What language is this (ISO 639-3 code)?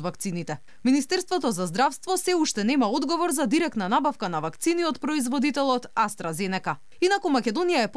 mkd